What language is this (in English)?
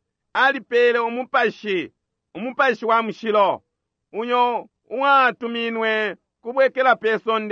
Bemba